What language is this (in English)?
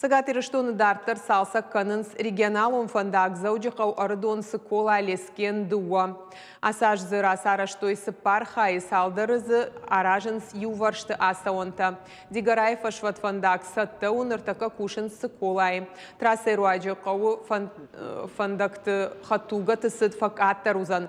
Ossetic